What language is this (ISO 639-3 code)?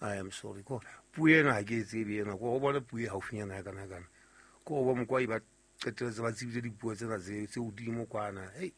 sot